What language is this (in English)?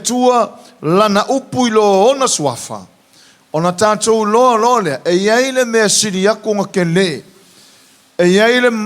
Samoan